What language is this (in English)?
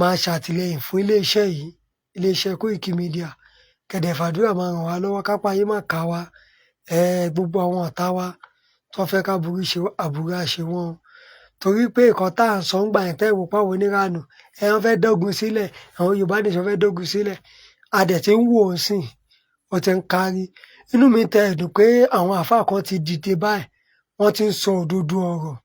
Yoruba